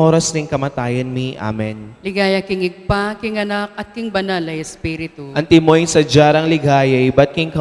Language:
Pampanga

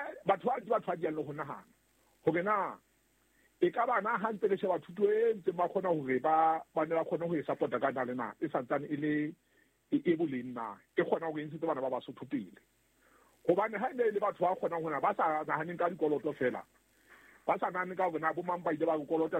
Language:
Southern Sotho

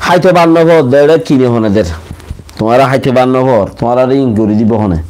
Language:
Rohingya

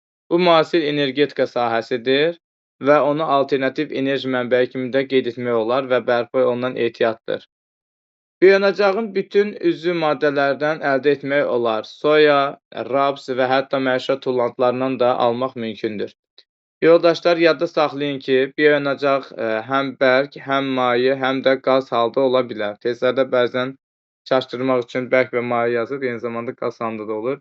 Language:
Azerbaijani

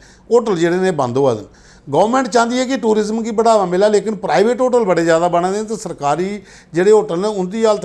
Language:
Dogri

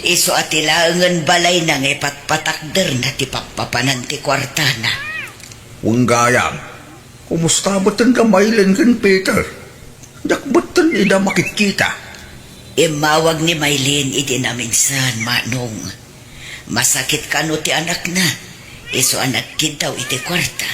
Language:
Iloko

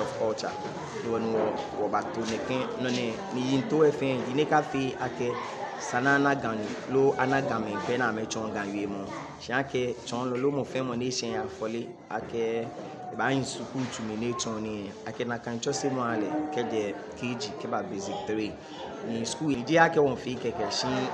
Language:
Ga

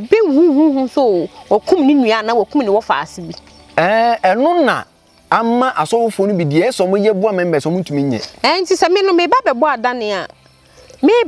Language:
Akan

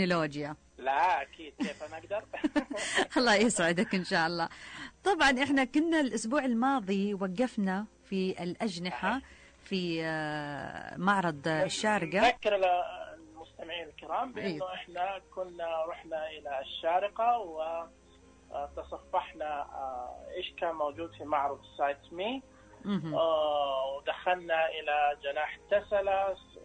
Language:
Najdi Arabic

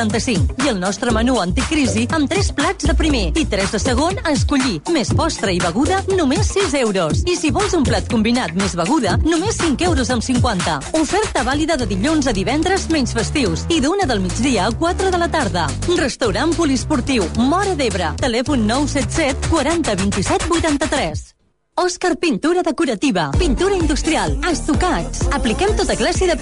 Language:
Catalan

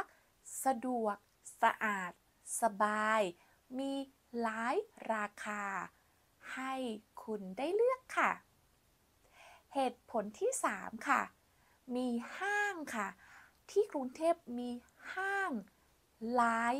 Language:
Thai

